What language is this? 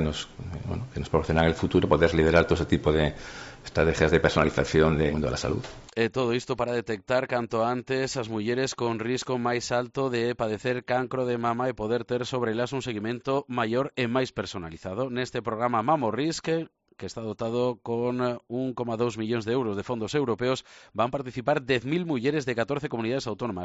Galician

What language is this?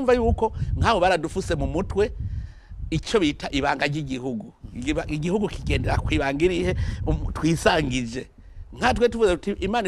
Rundi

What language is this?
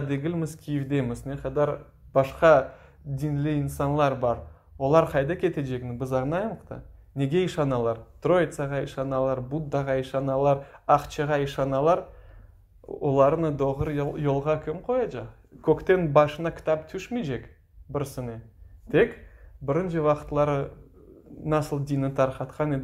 Crimean Tatar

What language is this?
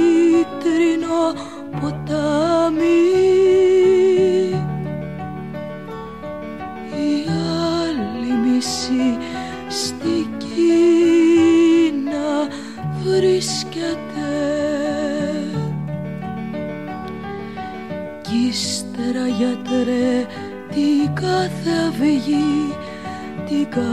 Greek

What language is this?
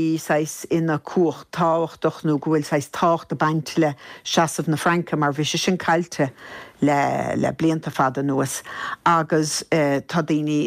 Irish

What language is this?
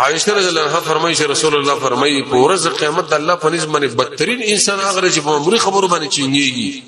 Pashto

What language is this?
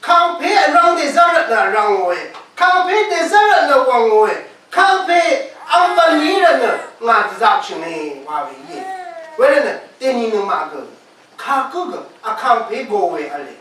Rawang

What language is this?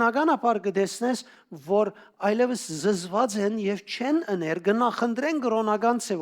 Western Armenian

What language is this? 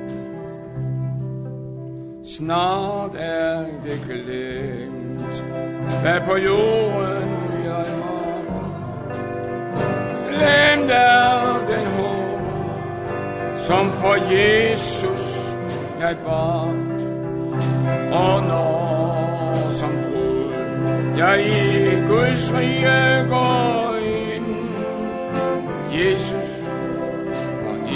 Danish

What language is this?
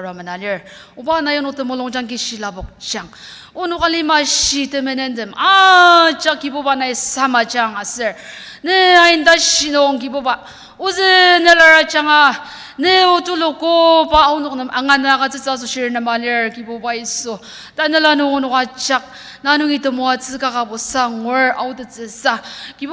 Ao Naga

